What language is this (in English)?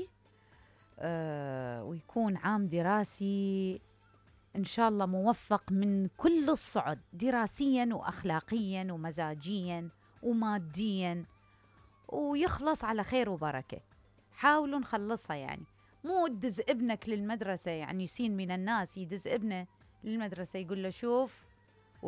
Mesopotamian Arabic